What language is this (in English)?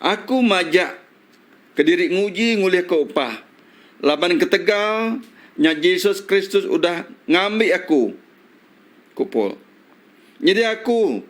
Iban